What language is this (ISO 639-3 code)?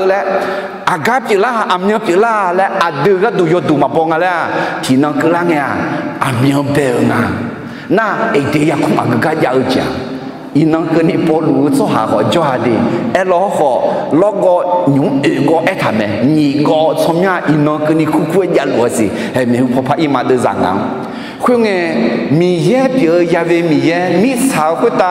ahk